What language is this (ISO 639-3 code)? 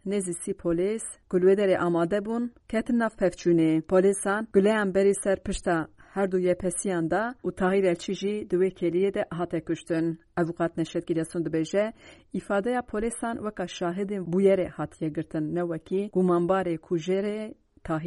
kur